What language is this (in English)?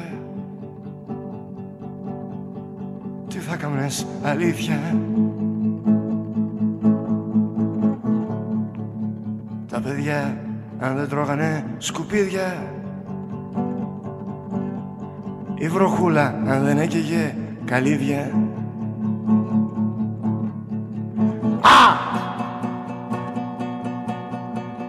Greek